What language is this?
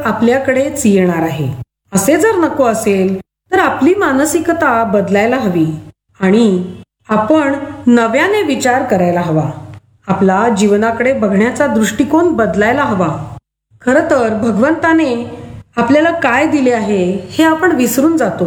Marathi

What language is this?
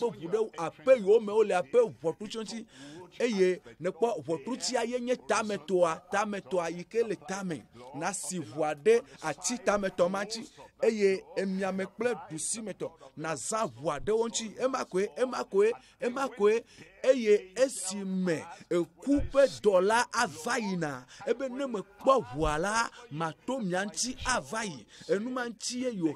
Ewe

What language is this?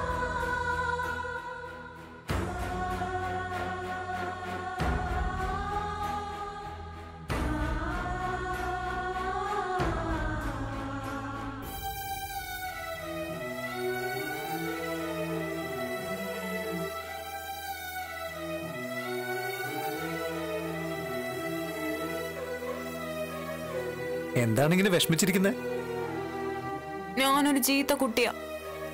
Malayalam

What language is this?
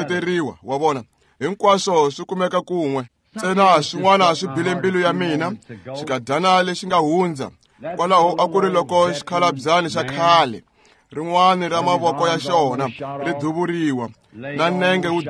Tsonga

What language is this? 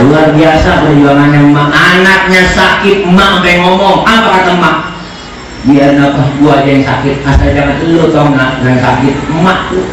Betawi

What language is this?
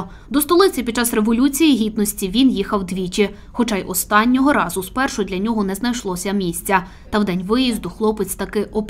Ukrainian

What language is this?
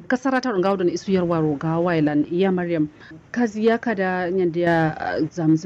Kanuri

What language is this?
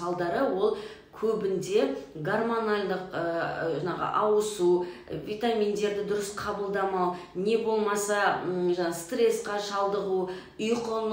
Kazakh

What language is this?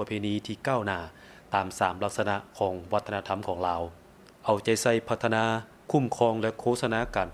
Lao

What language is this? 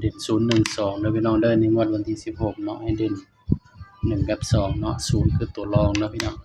Northeastern Thai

